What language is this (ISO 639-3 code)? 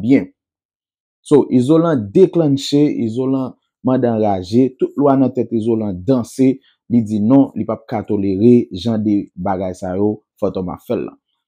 hat